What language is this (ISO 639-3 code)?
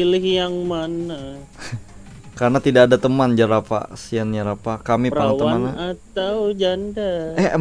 bjn